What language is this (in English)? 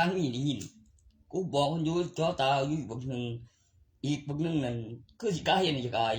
Northeastern Thai